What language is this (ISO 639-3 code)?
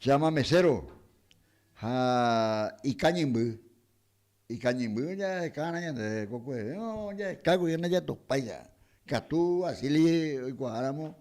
grn